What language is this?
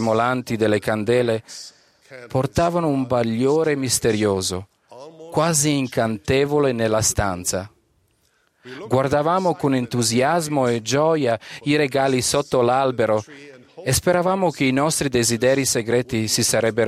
Italian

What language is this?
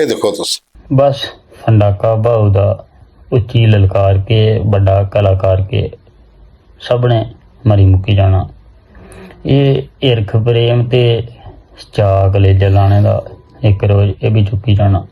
Dogri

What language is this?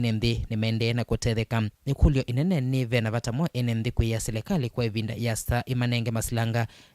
Kamba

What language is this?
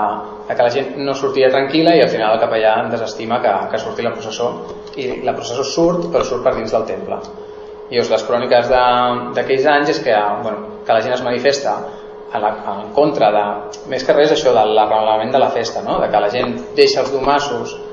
Catalan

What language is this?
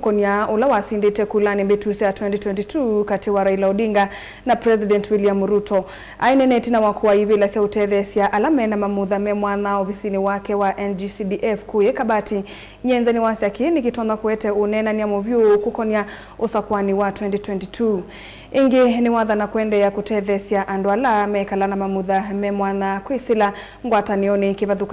Kamba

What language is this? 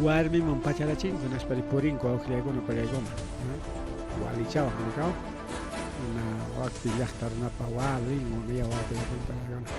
Ayacucho Quechua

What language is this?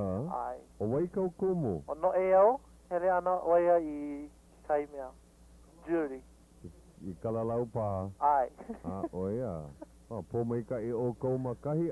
Hawaiian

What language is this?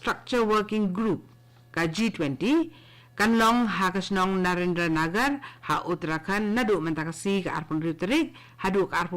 Khasi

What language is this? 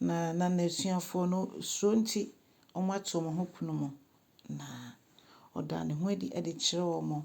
Akan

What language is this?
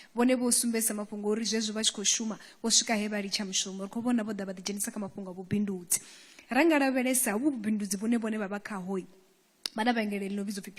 Venda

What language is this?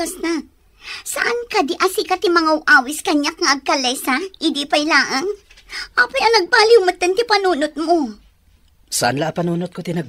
Iloko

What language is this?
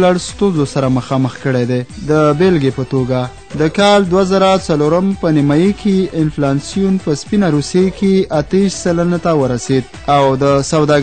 Pashto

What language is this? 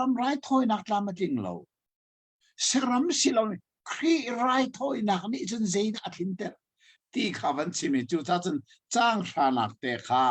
Hakha Chin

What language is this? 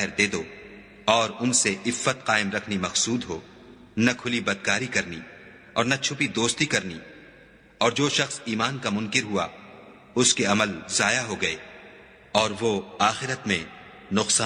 Urdu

